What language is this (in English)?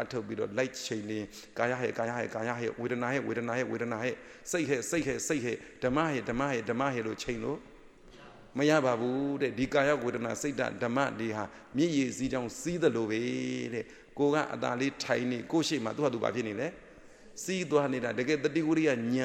Burmese